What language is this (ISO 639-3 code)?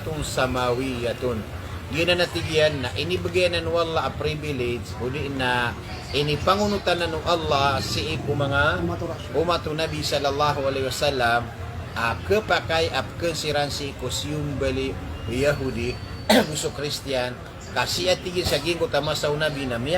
mrw